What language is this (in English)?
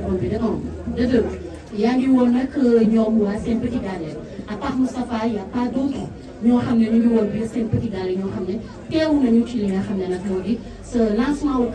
Wolof